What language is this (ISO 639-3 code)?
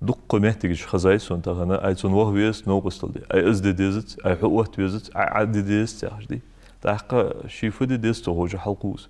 inh